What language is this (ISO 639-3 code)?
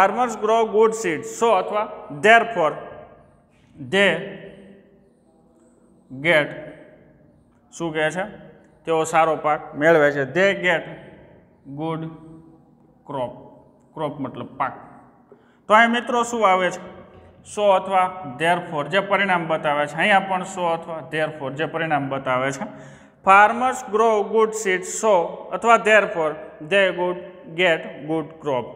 guj